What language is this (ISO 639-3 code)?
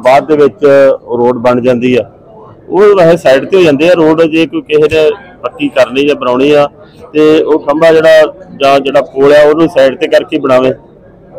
pan